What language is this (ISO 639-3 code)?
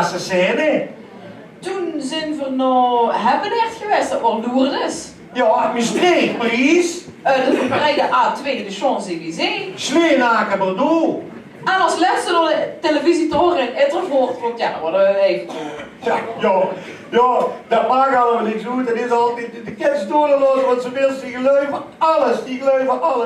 lim